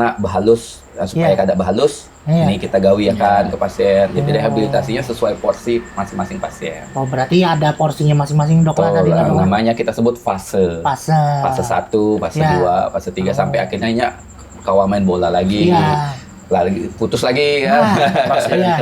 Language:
Banjar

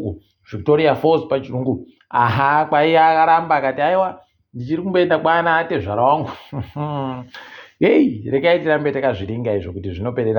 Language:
Ndau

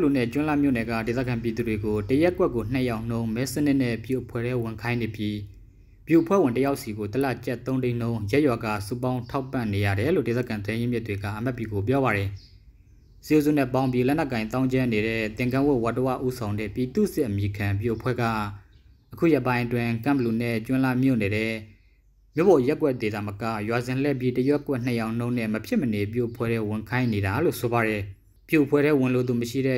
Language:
Burmese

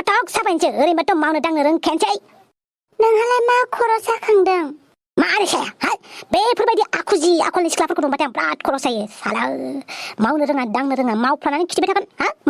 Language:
Bodo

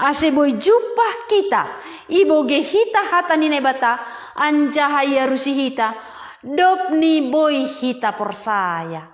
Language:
Batak Simalungun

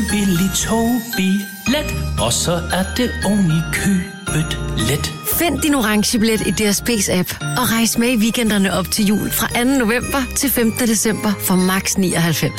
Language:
Danish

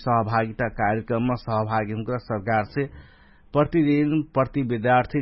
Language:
Dangaura Tharu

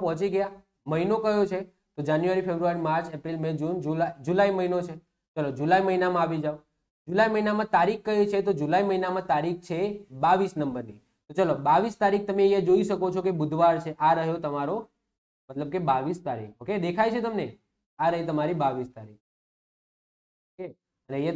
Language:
Gujarati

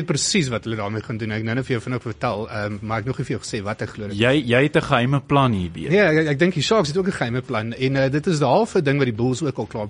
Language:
Afrikaans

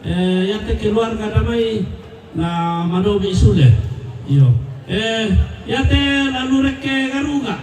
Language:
Toraja-Sa'dan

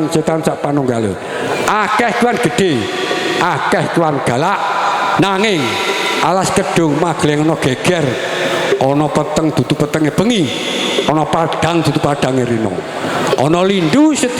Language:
Javanese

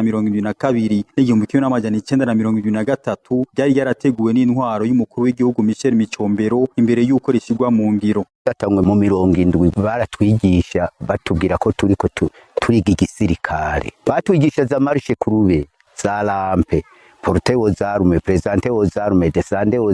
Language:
Rundi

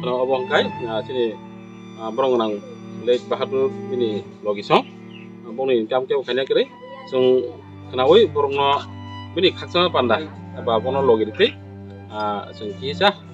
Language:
Kok Borok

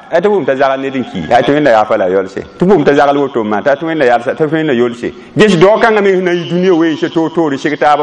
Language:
Mossi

